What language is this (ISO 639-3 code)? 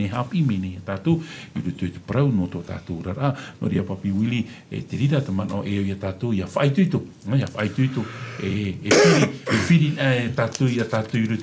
tah